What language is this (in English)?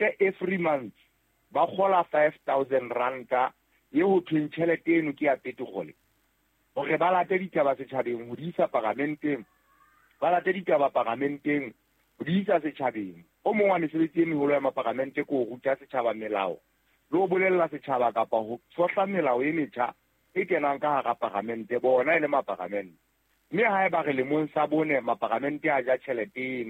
Southern Sotho